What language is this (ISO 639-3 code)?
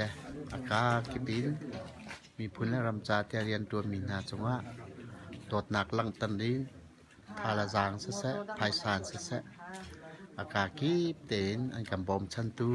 cnh